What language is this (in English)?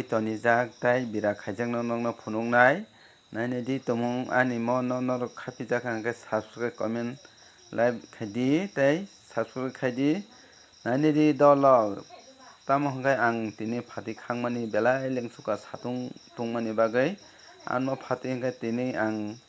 Kok Borok